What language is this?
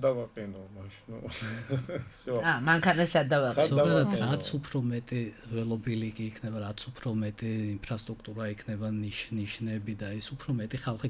Georgian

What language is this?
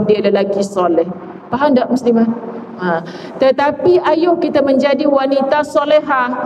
Malay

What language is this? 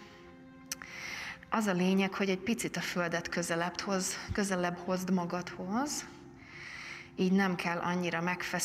Hungarian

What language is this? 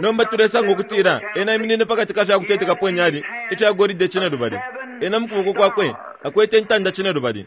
Bemba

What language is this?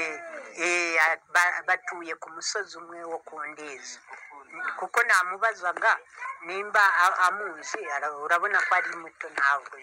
Kinyarwanda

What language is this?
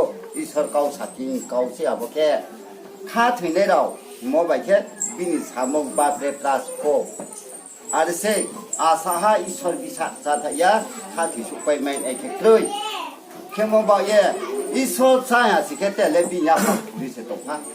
Riang (India)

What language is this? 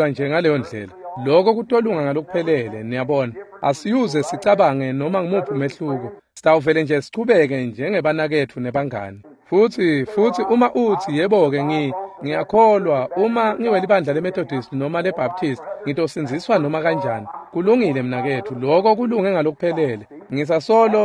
Swati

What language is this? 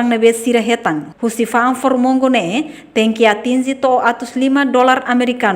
Tetum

